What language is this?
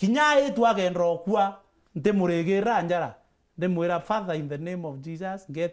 Meru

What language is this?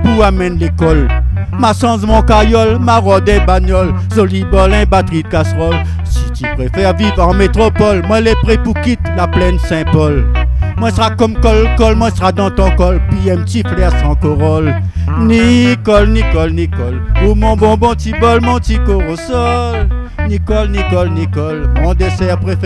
Réunion Creole French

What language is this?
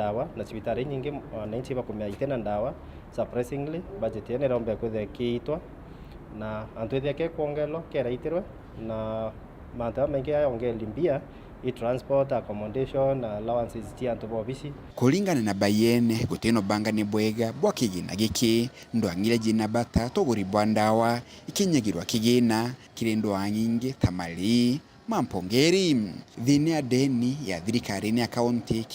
Meru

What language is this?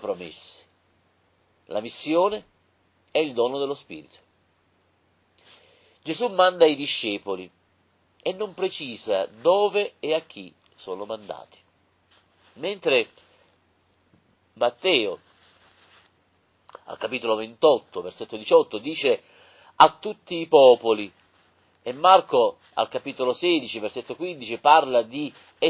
Italian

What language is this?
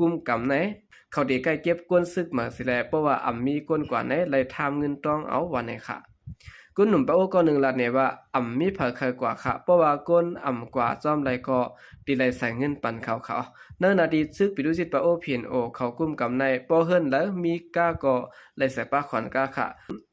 Shan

